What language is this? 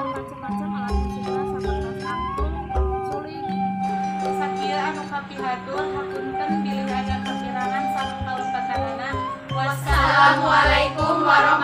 Sundanese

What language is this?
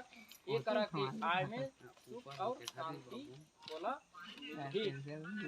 Chhattisgarhi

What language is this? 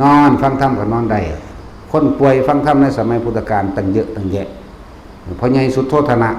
Northeastern Thai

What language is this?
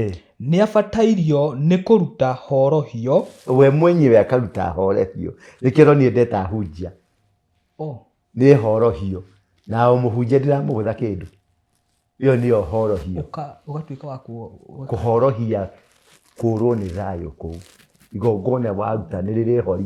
Kikuyu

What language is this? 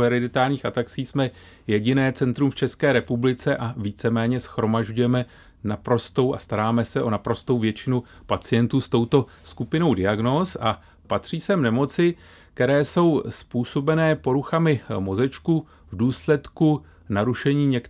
Czech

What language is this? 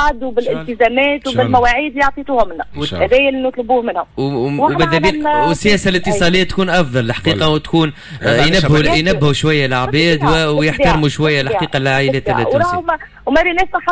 Tunisian Arabic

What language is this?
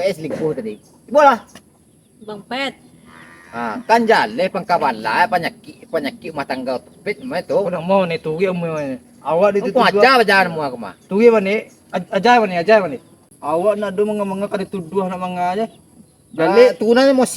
Minangkabau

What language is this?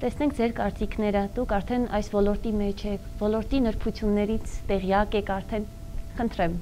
Armenian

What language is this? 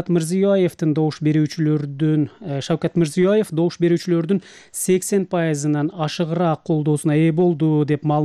Kyrgyz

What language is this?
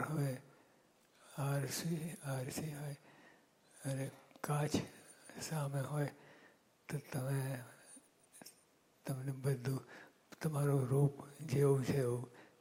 Gujarati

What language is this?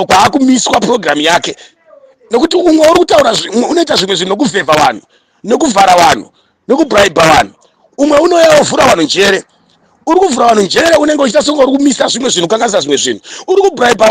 Shona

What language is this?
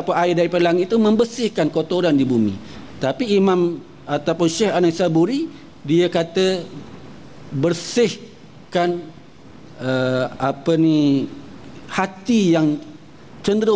Malay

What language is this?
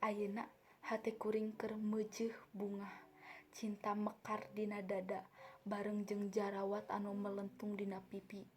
Sundanese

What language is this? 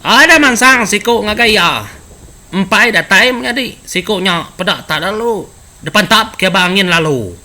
Iban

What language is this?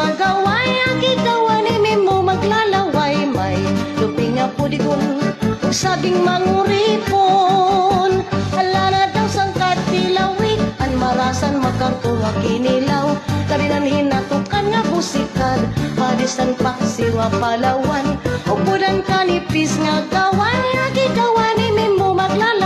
Waray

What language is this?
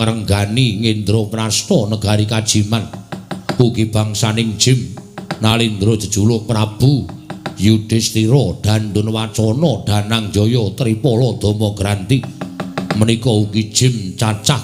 Javanese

